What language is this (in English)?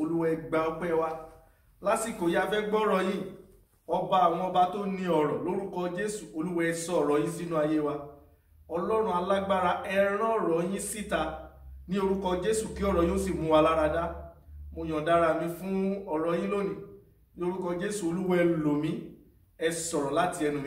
Yoruba